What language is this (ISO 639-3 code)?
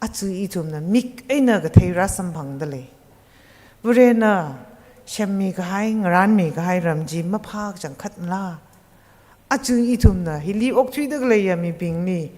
nmf